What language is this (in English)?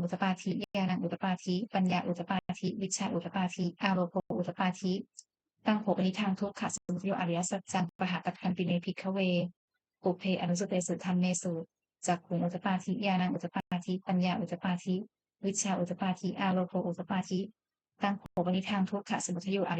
Pali